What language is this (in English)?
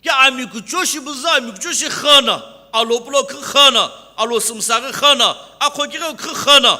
Sumi Naga